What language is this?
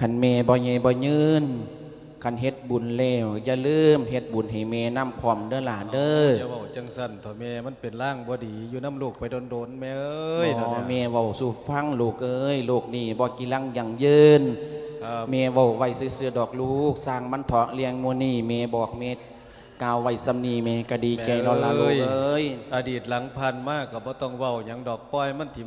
Lao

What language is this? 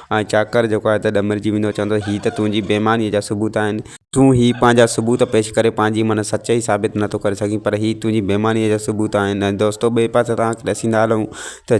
Sindhi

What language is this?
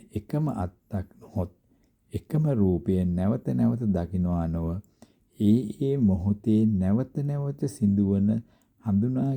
Sinhala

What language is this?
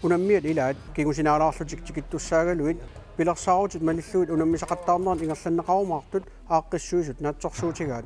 Kalaallisut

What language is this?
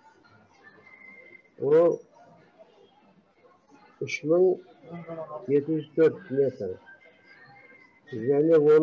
Kazakh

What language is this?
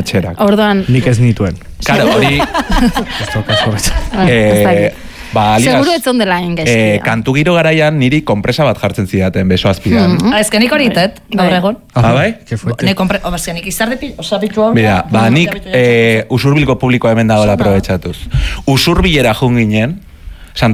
Basque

